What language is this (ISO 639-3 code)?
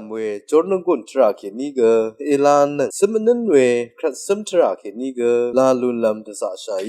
raw